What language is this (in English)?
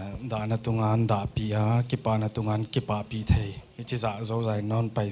Paite Chin